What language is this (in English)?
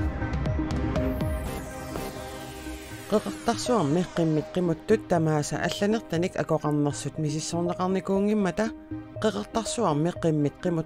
Kalaallisut